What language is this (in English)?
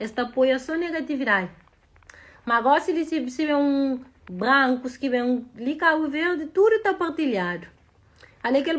Kabuverdianu